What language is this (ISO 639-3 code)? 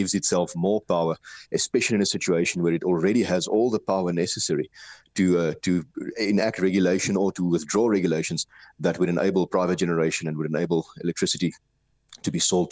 eng